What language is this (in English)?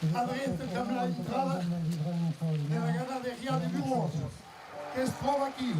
Occitan